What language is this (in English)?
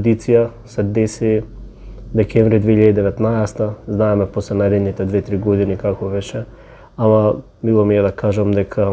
Macedonian